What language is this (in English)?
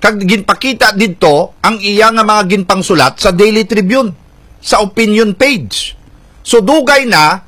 Hiligaynon